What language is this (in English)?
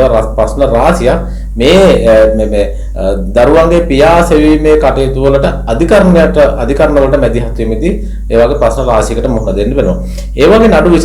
Sinhala